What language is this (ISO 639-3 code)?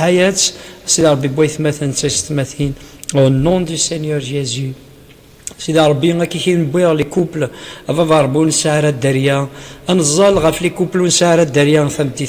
kab